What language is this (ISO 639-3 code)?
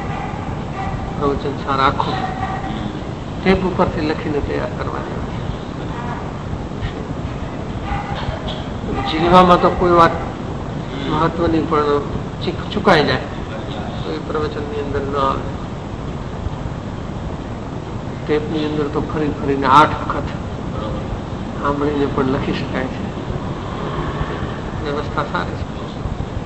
guj